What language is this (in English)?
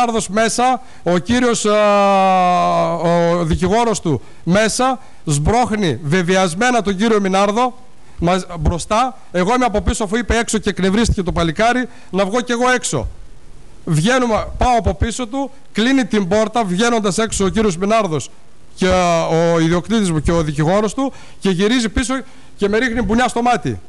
Greek